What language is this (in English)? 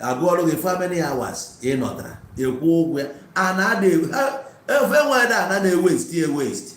Igbo